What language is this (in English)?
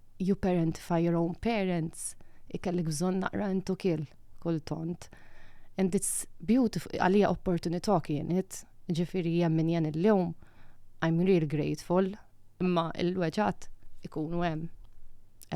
Maltese